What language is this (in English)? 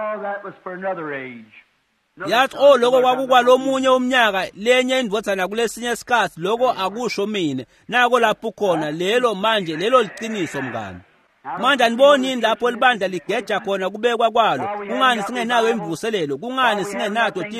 Swati